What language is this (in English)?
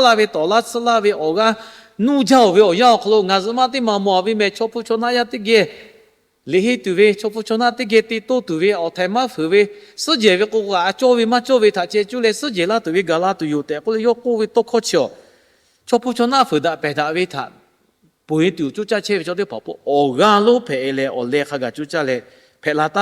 Lahu